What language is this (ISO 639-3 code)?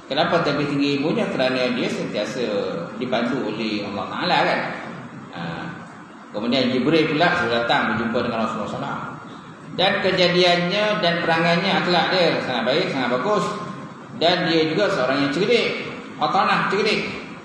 msa